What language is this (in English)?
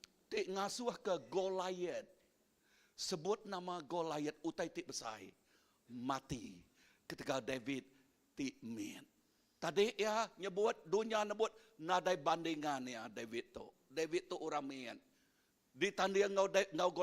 Iban